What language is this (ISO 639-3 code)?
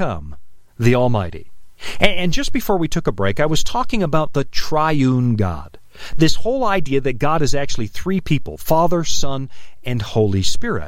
eng